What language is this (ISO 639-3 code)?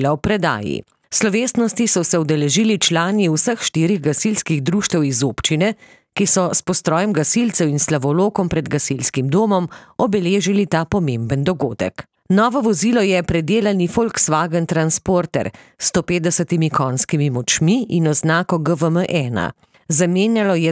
slv